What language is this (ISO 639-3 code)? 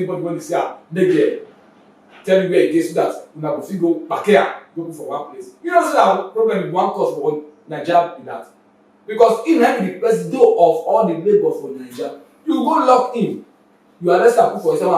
pcm